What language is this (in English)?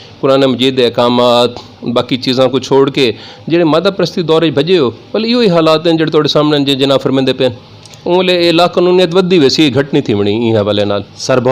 Saraiki